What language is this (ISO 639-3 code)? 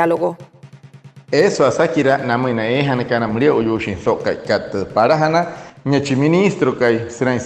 guc